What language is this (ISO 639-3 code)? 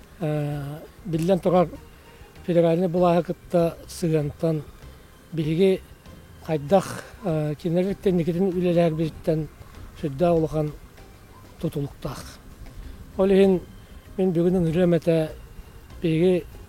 sah